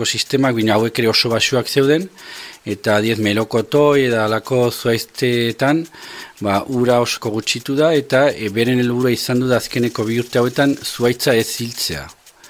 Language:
Basque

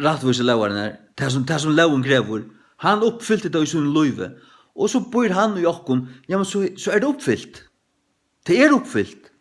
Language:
Faroese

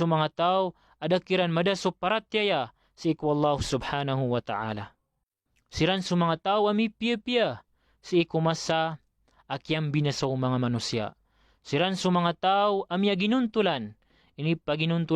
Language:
Maranao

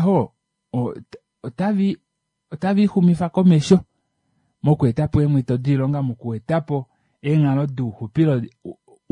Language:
Kuanyama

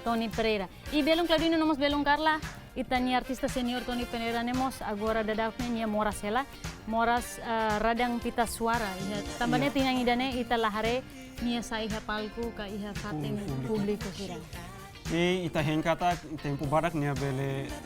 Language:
Tetum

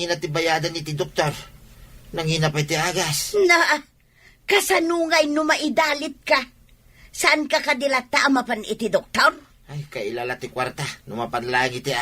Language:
Iloko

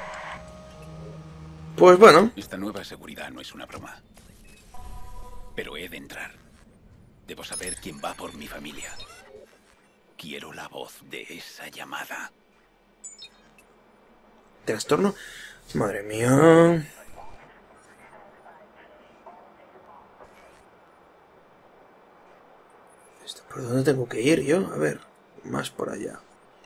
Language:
Spanish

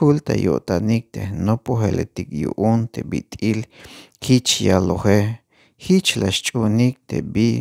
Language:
Tzeltal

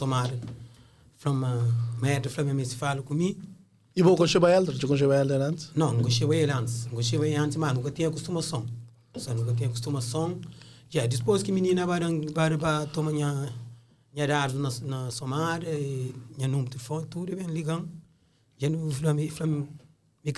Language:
Kabuverdianu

